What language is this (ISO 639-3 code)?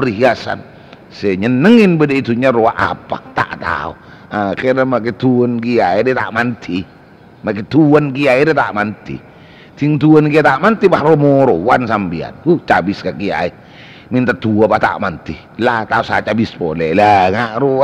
mad